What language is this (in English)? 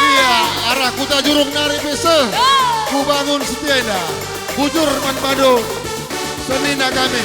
Batak Karo